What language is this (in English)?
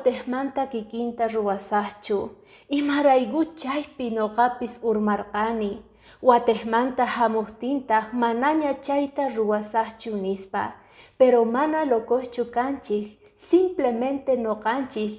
Quechua